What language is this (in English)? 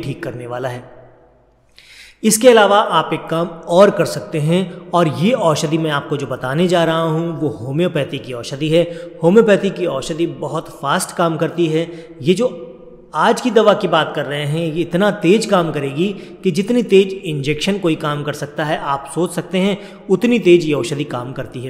Hindi